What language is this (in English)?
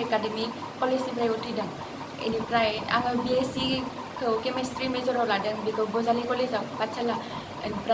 Bodo